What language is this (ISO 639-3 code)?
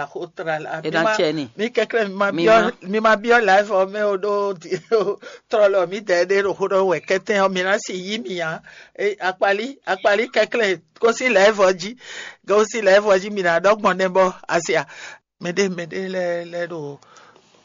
fon